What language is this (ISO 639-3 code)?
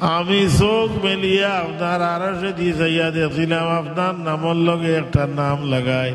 syl